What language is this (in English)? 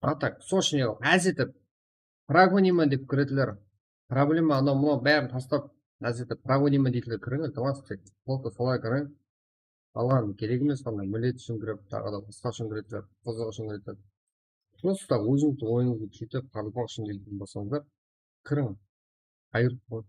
Kara-Kalpak